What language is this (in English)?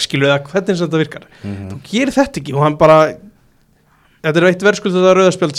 Icelandic